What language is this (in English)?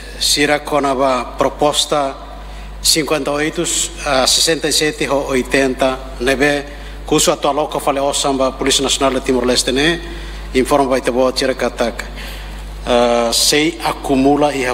Tetum